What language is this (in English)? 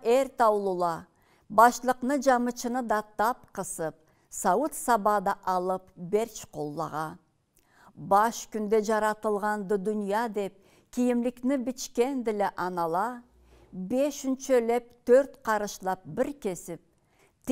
Karachay-Balkar